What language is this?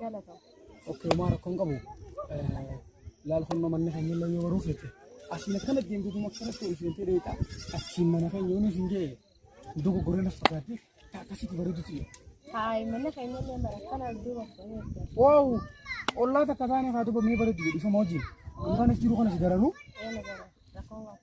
Oromo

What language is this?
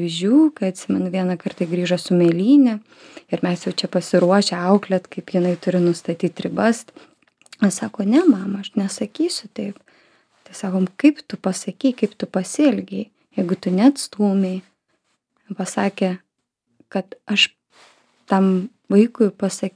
Lithuanian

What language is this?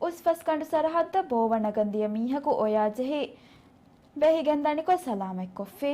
Divehi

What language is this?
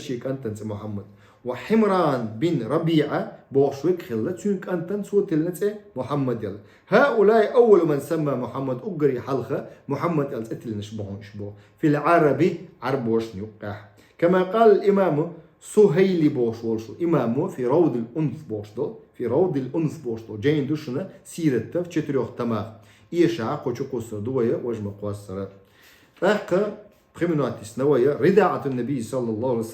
Chechen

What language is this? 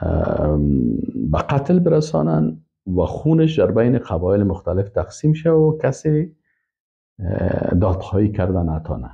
Persian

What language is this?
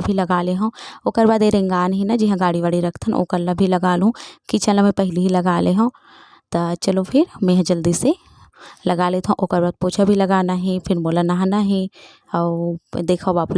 Chhattisgarhi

